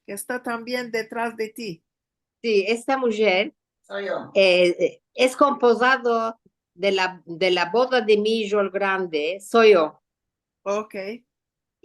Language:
Ladino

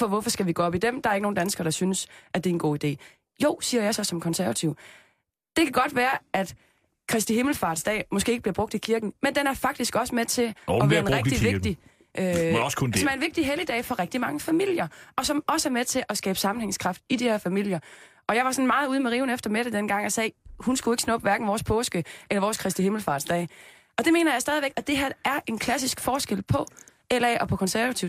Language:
Danish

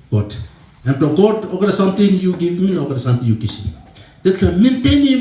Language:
Tok Pisin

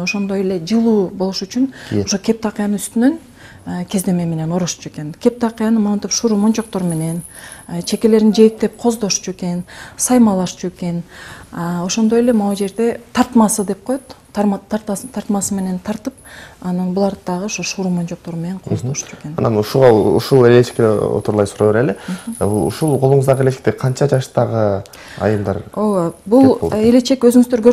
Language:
Kyrgyz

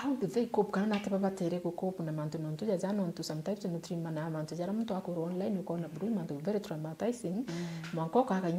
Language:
Meru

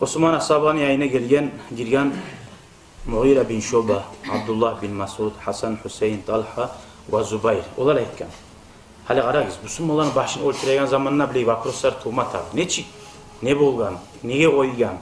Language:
Kumyk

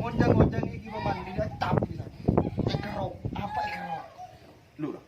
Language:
Madurese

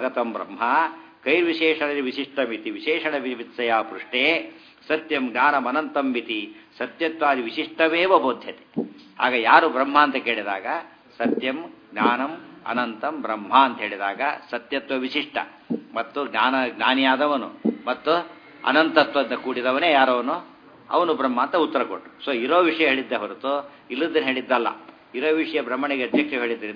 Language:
Kannada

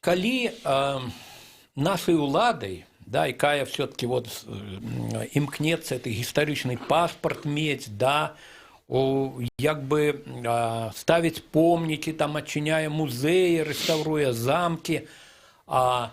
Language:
Belarusian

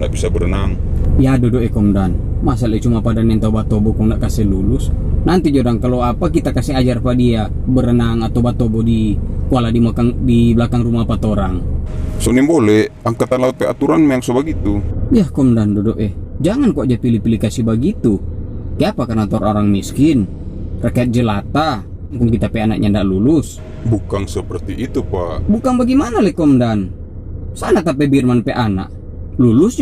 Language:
Manado Malay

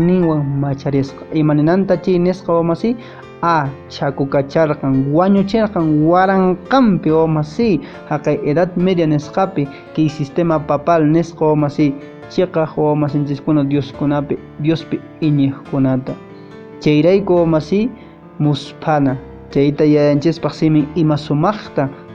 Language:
Quechua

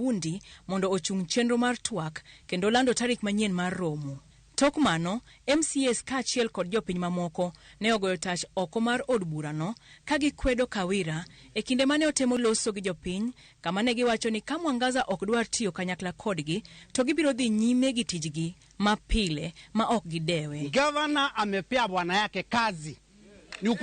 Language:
Luo (Kenya and Tanzania)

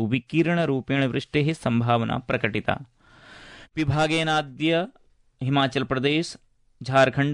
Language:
Sanskrit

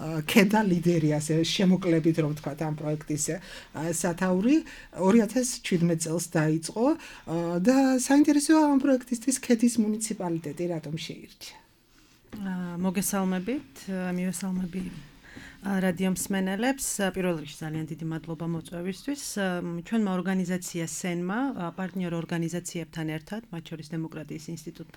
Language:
Georgian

